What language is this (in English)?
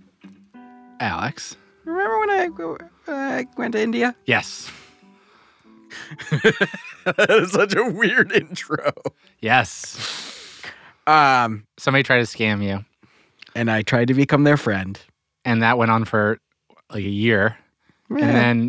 English